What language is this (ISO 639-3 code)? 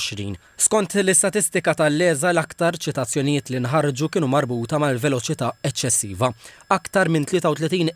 mlt